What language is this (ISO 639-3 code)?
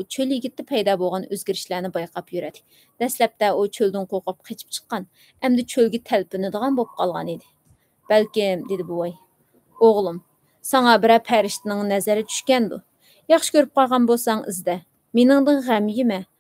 uig